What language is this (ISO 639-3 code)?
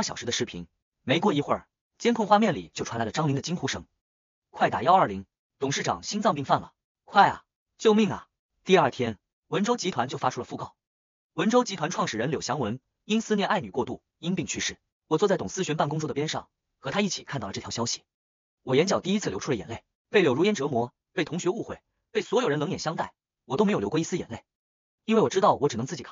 zho